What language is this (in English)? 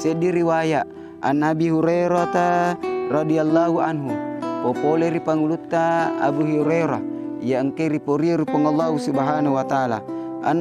Buginese